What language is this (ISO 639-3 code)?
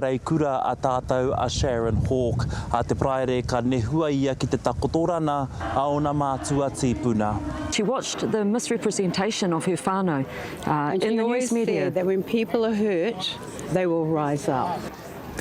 mri